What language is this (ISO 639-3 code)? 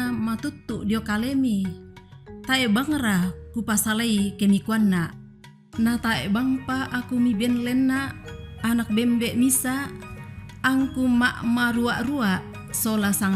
sda